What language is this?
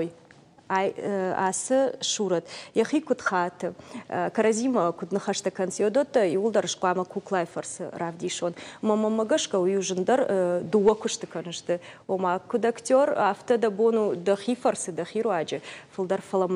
Ossetic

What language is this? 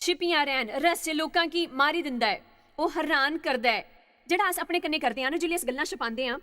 Dogri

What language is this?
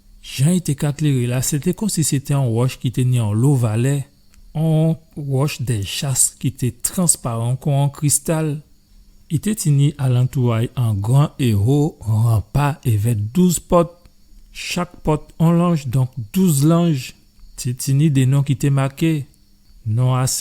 Guadeloupean Creole French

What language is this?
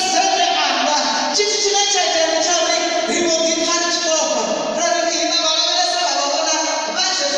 Venda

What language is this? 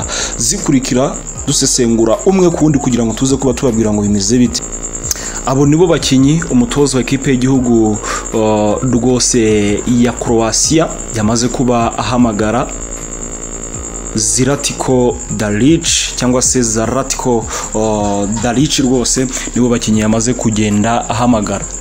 Kinyarwanda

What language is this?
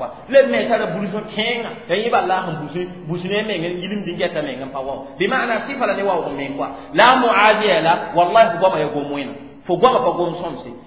Mossi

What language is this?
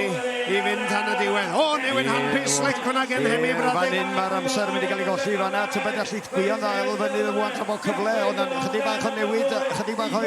Welsh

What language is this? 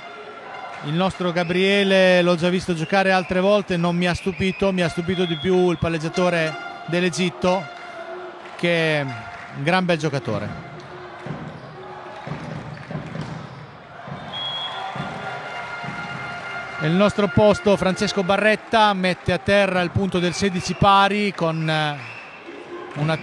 Italian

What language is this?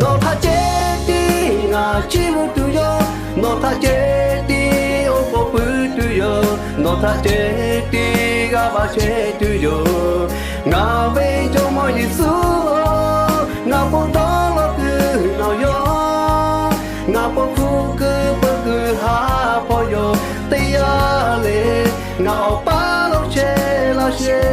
Lahu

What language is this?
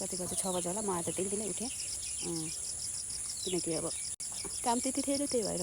Nepali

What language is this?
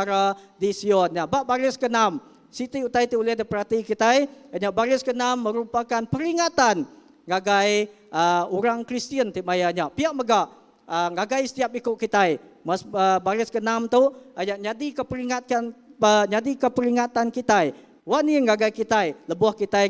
Iban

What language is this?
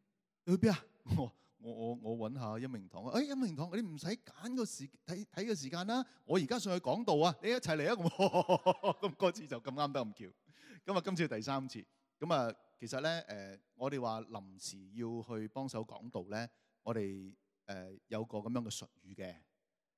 Cantonese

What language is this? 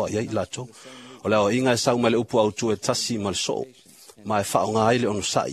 Samoan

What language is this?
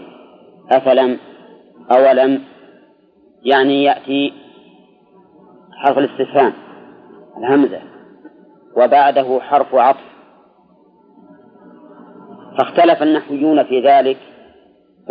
Arabic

